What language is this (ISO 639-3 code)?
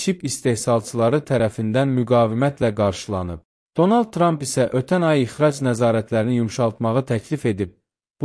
aze